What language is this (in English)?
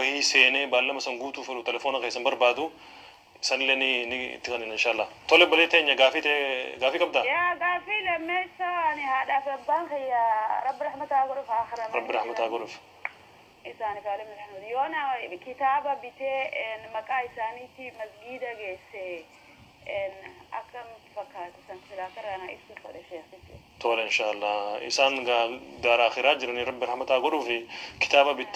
Oromo